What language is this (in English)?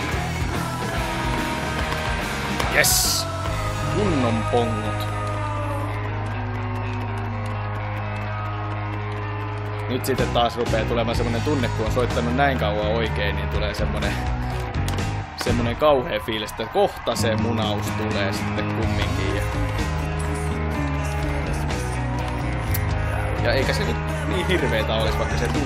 Finnish